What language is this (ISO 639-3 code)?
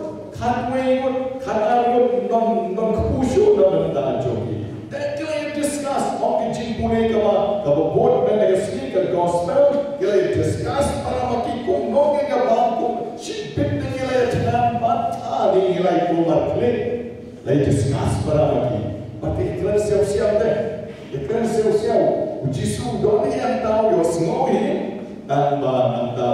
kha